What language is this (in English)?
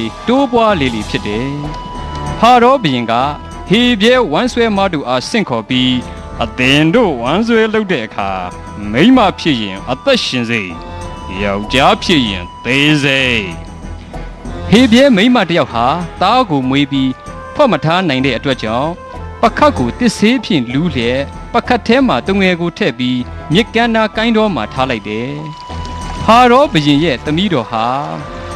Burmese